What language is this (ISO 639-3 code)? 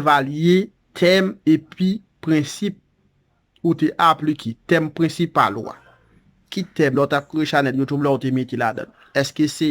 hat